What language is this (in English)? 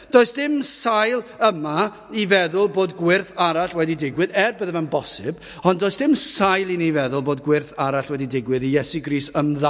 Welsh